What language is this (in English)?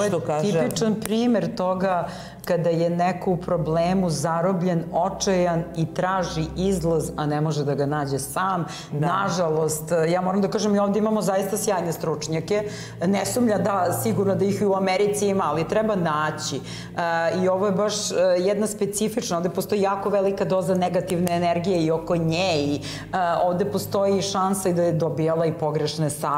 Serbian